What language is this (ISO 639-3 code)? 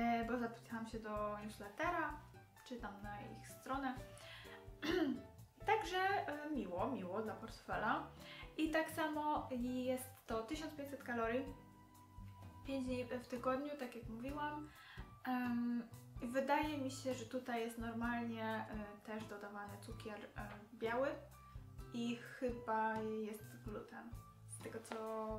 pol